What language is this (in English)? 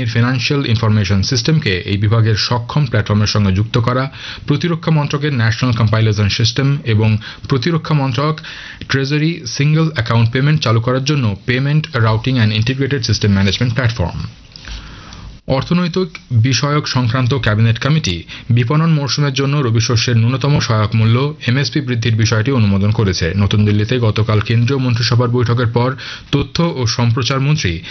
Bangla